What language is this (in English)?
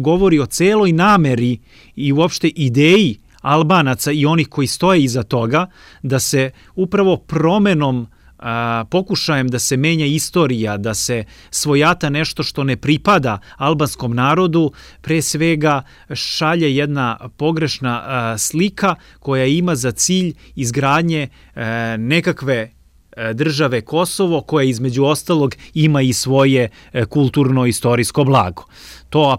Serbian